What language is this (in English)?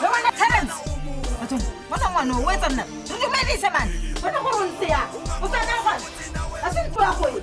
Tswana